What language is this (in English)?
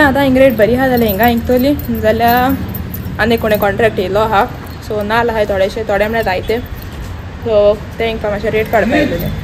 Konkani